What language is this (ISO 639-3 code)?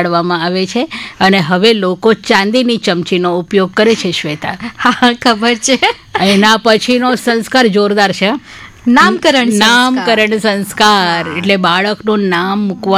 guj